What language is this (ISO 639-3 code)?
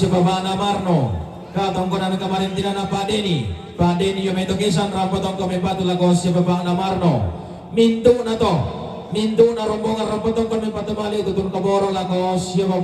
sda